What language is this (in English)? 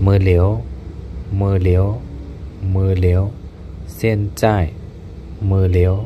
Shan